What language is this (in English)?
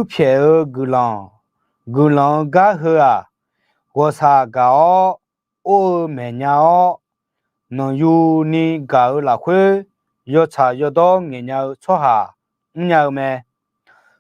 Akha